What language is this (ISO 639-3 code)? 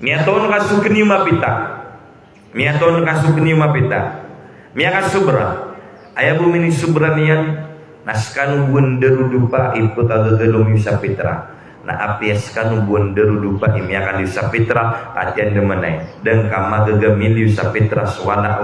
mrw